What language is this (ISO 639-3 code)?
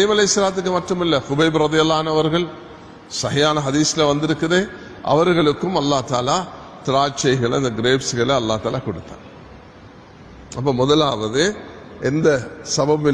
tam